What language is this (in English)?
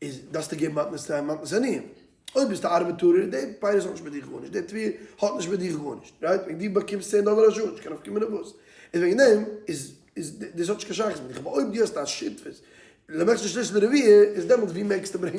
Yiddish